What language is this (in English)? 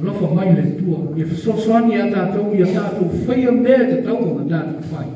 Samoan